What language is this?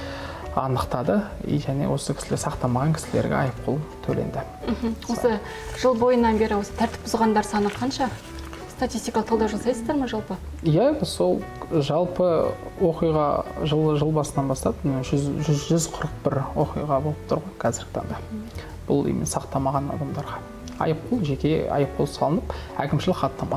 Kazakh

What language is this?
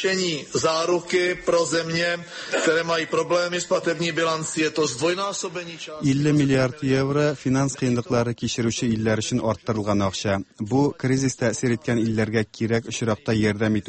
Tatar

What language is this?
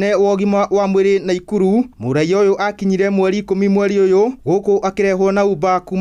Kikuyu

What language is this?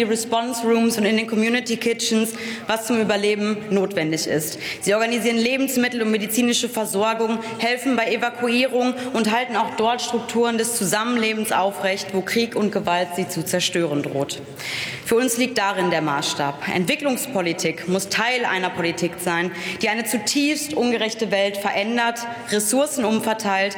German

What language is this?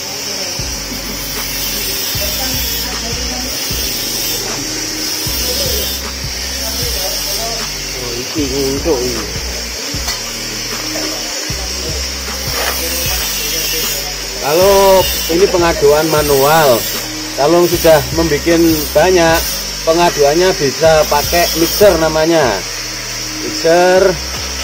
Indonesian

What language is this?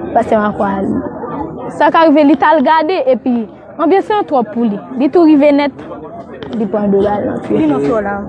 Haitian Creole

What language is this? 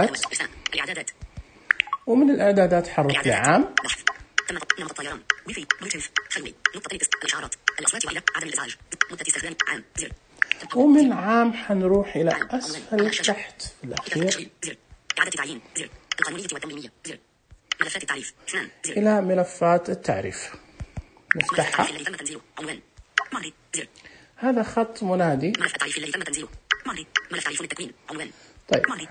Najdi Arabic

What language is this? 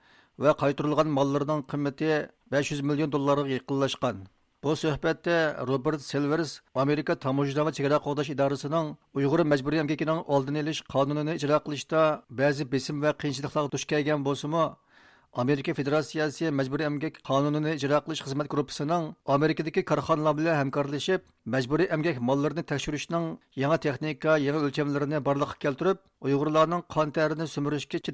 Uyghur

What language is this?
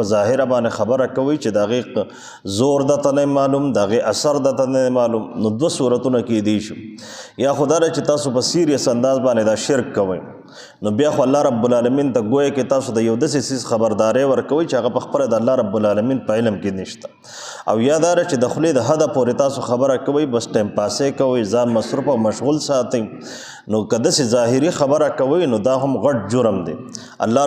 Pashto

